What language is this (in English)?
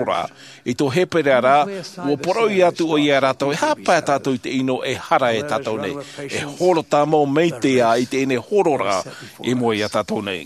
Tahitian